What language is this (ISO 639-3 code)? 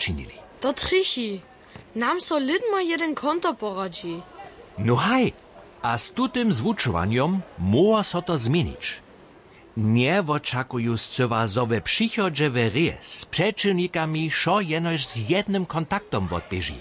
hsb